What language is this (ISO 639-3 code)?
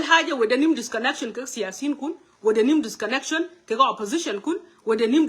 nus